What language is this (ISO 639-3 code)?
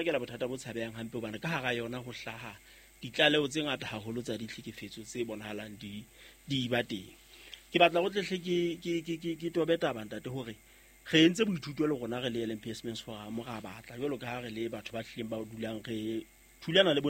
sot